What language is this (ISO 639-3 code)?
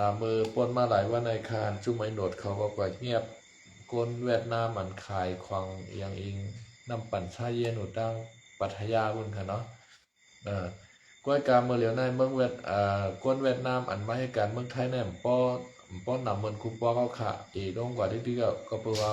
shn